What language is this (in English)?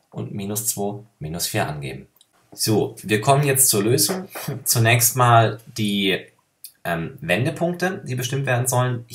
German